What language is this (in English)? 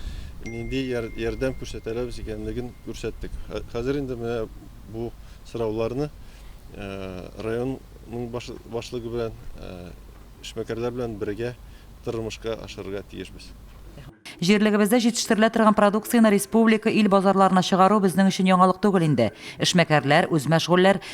Tatar